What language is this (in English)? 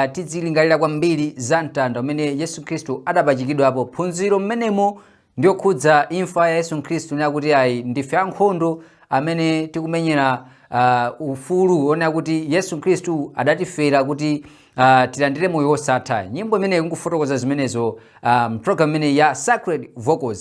Nyanja